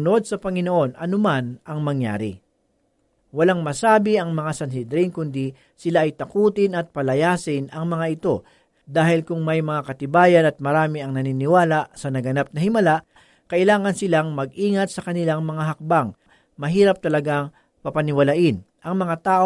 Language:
Filipino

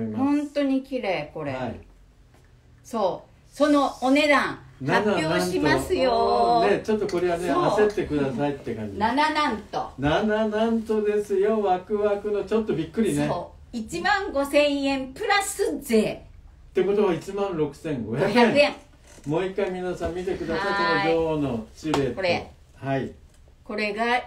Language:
Japanese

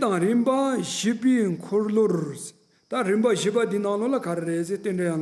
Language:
Tibetan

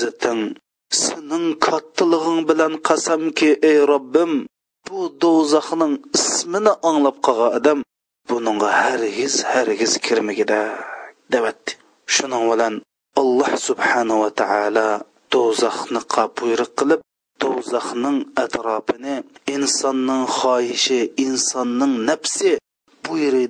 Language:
Uyghur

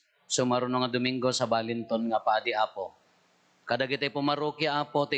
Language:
Iloko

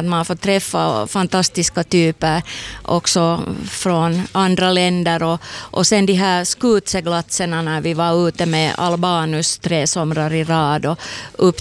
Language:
Swedish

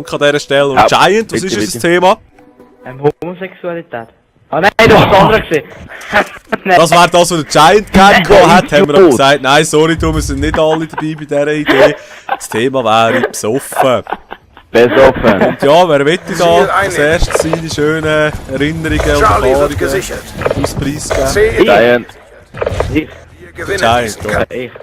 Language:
Swiss German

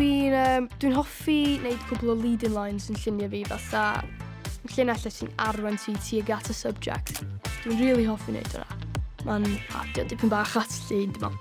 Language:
Welsh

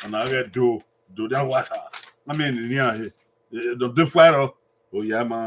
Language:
Bini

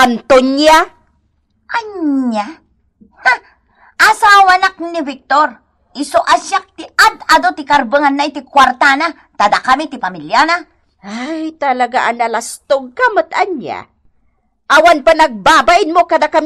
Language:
Iloko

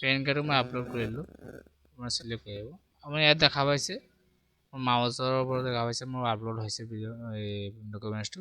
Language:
Assamese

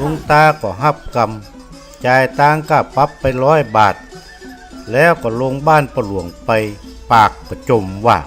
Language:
Northern Thai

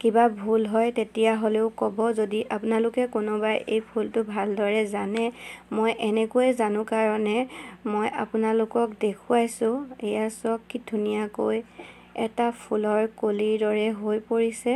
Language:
Assamese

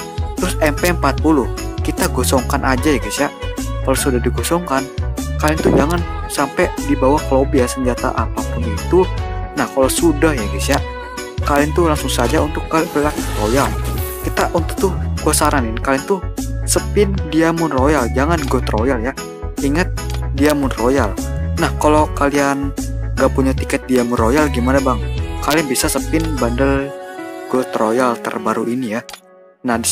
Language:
Indonesian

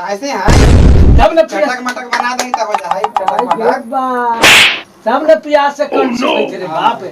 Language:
Magahi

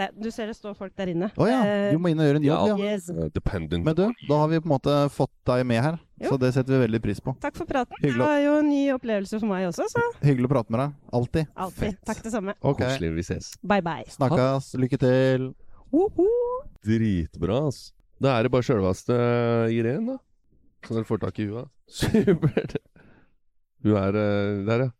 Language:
Norwegian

